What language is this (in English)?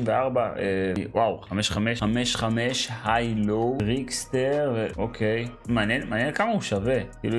Hebrew